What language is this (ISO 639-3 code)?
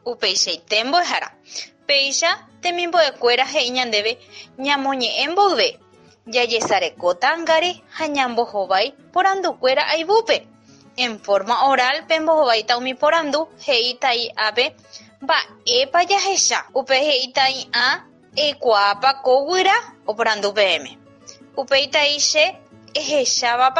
grn